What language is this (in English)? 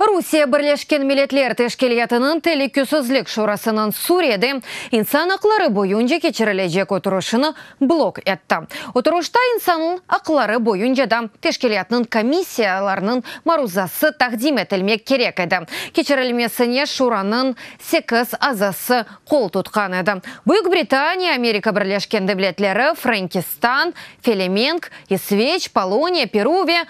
Crimean Tatar